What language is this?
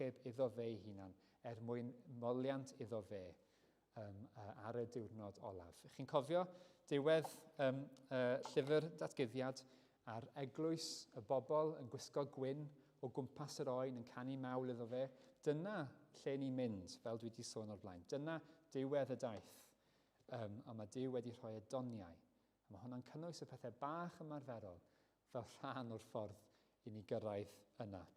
Welsh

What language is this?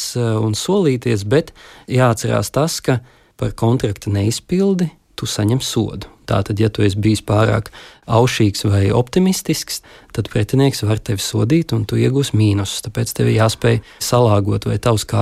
Latvian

